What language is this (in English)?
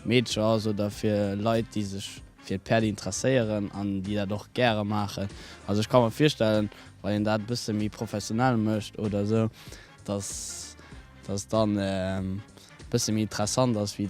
Luxembourgish